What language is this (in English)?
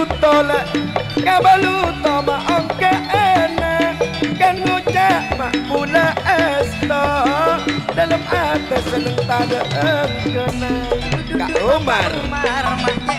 Madurese